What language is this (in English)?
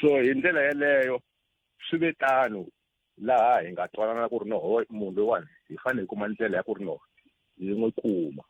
Tsonga